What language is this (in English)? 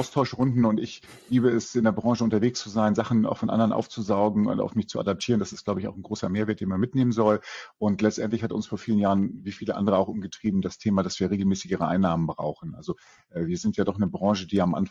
German